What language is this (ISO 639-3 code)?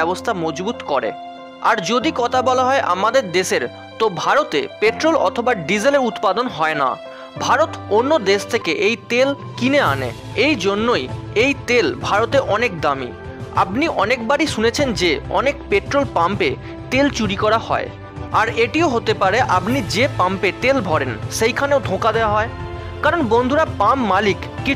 ben